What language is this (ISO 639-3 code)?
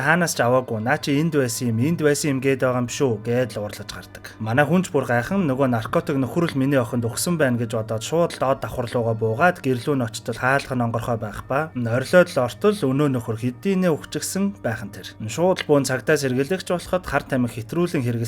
mon